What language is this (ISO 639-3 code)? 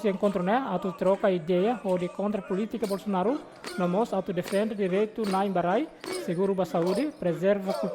tet